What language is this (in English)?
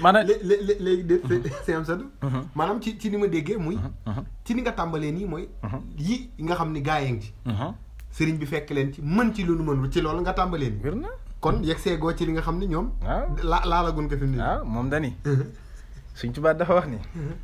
Wolof